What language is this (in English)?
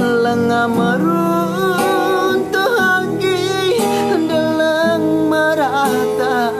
Batak Karo